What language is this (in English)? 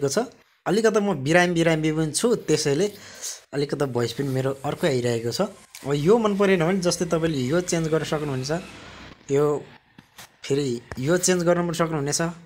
Nepali